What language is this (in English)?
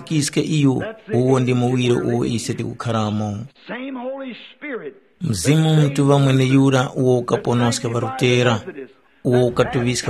Tumbuka